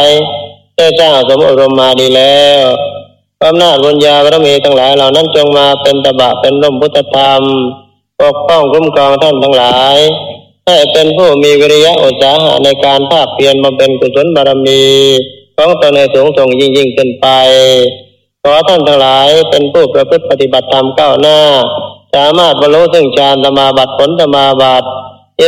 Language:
Thai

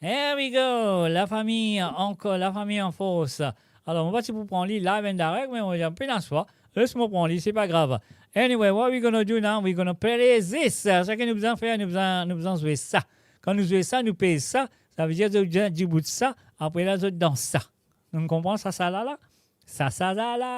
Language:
Morisyen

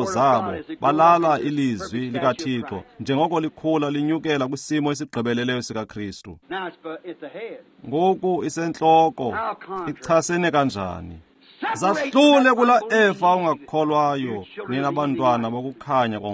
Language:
Xhosa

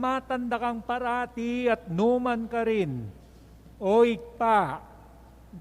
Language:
Pampanga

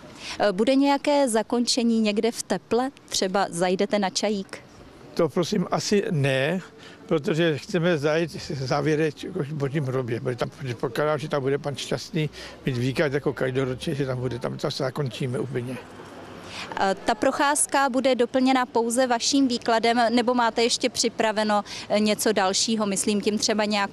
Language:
Czech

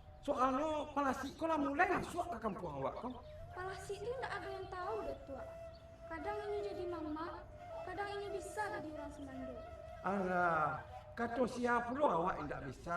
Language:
Minangkabau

